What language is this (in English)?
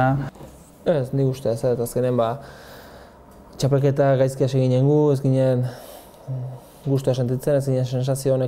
Basque